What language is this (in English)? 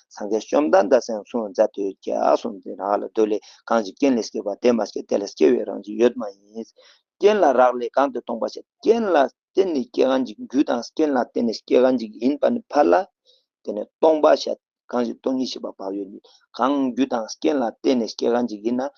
Ladakhi